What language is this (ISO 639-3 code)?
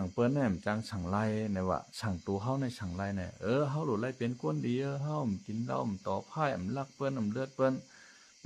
shn